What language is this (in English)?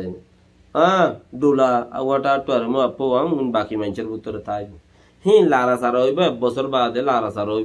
Rohingya